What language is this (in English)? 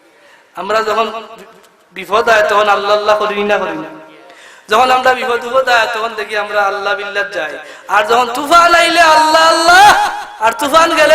Sylheti